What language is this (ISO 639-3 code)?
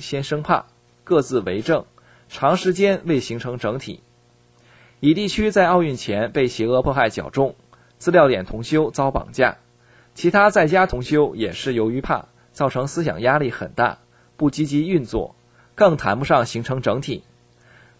zho